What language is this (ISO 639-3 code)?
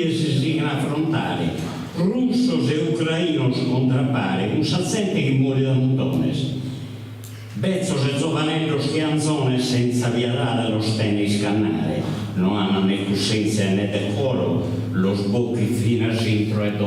srd